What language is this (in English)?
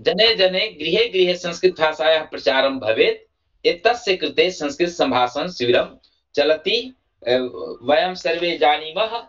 Sanskrit